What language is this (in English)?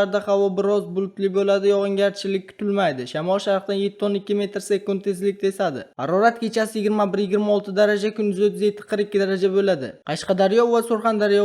Uzbek